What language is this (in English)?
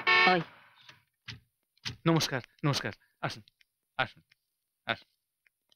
Bangla